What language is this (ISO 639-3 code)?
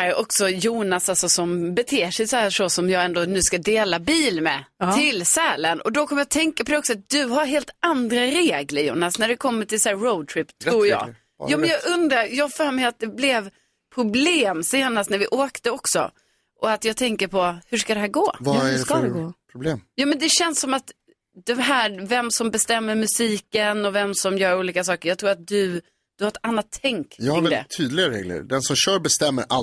swe